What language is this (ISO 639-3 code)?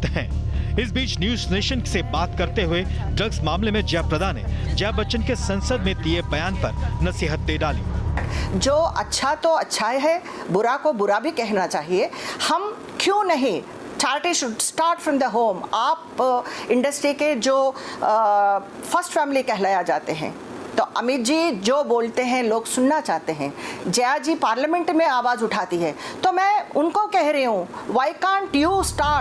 hin